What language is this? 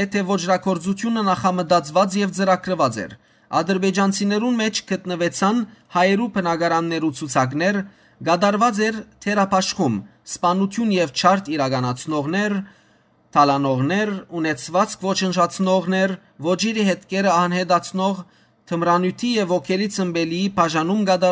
Western Armenian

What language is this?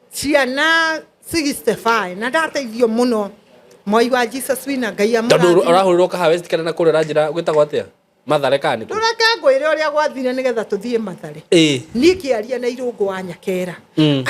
Kikuyu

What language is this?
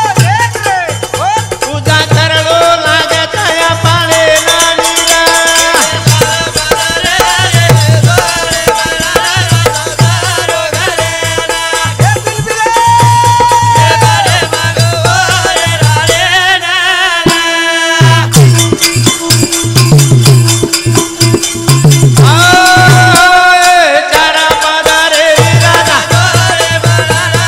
Lambadi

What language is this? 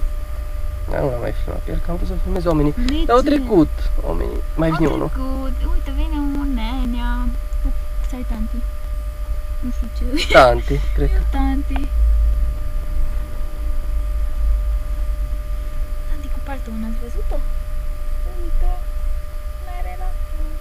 Romanian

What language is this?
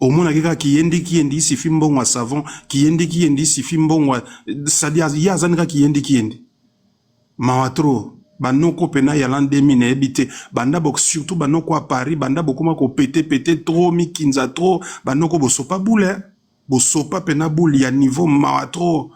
Lingala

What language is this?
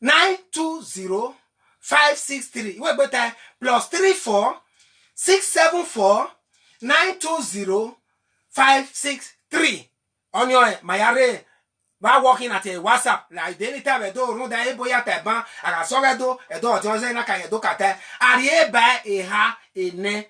Bini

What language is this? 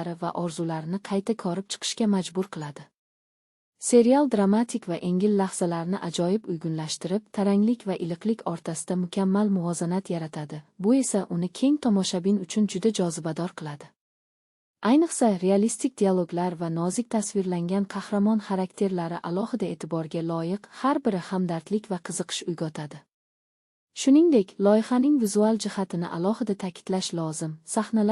Uzbek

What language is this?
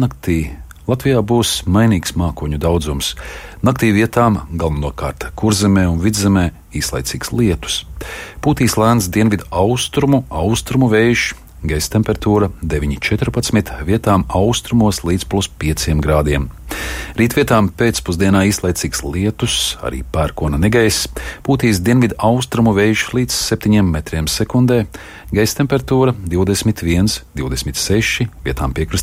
Latvian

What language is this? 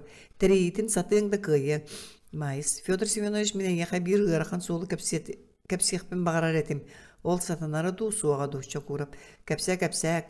Yakut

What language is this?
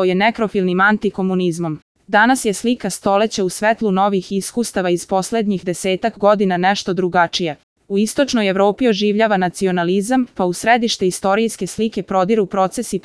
Serbian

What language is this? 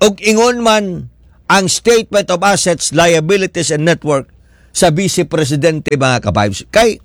Cebuano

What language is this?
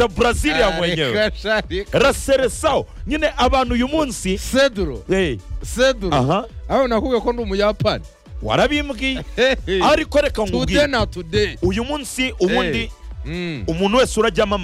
Kinyarwanda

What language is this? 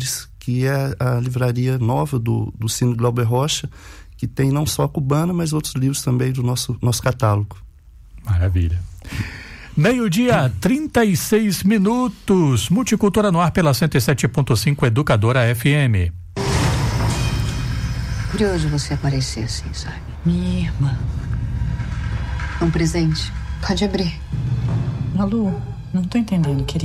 Portuguese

